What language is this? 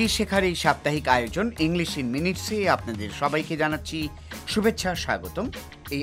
Bangla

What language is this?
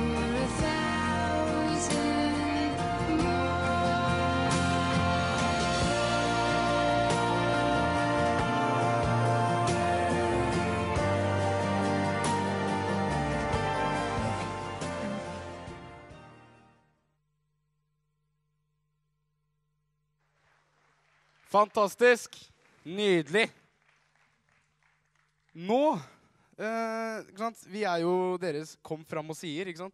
Norwegian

